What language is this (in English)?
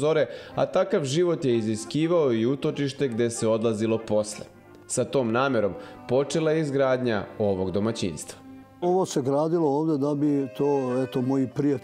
Serbian